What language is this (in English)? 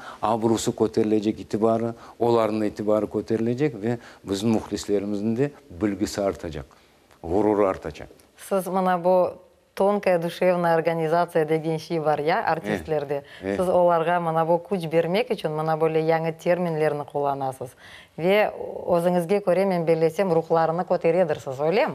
Crimean Tatar